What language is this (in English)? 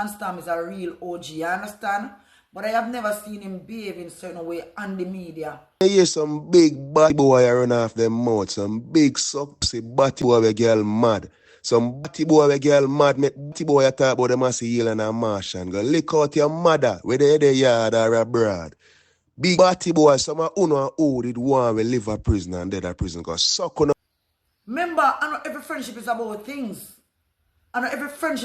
Jamaican Creole English